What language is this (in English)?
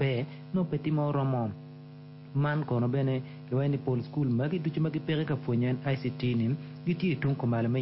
Acoli